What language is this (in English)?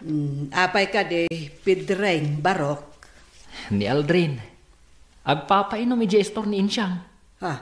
Iloko